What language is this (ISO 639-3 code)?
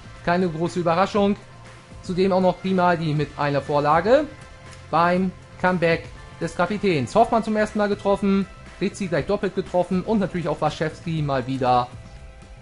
deu